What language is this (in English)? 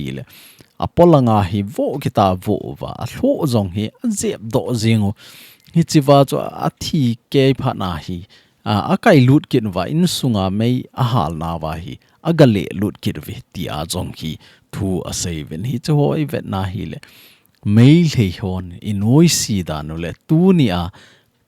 Thado Chin